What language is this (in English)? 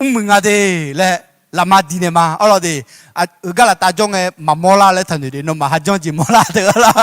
Akha